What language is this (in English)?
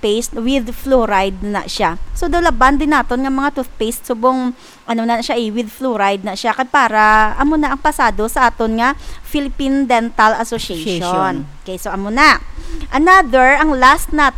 Hiligaynon